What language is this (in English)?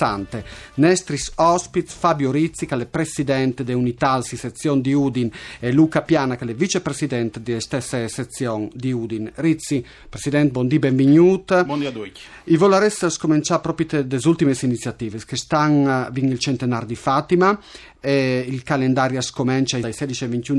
Friulian